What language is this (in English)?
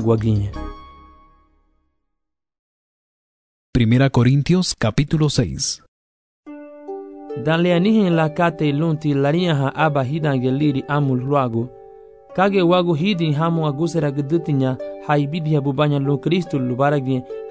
Garifuna